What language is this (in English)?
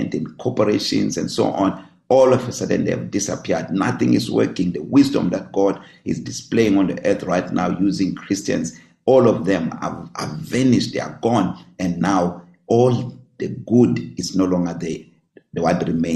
English